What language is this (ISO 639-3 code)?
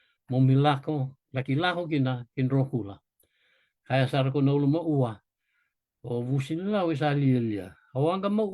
fij